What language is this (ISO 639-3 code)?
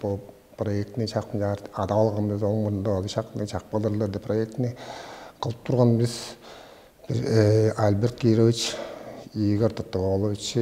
tyv